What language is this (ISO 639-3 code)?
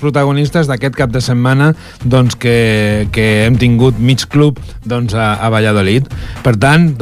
cat